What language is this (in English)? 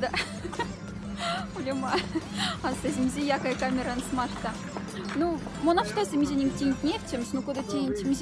Moksha